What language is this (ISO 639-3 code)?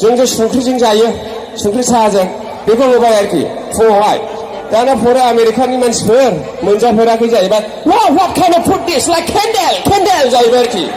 brx